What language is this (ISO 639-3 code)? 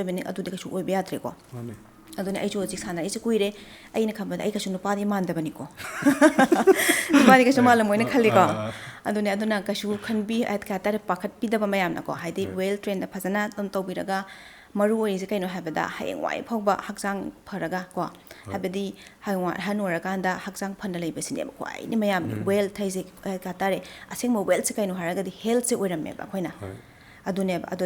mni